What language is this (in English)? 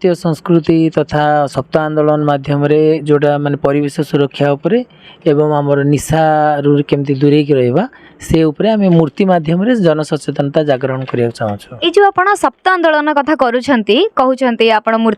Odia